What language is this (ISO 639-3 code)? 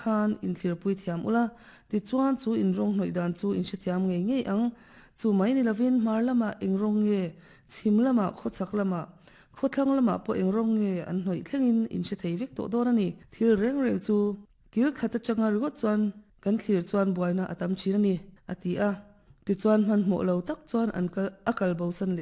lus